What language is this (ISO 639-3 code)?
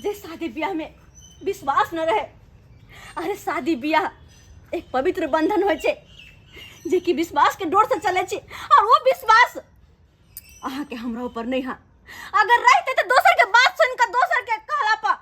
mai